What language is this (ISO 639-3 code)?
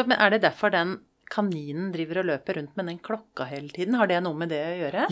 nor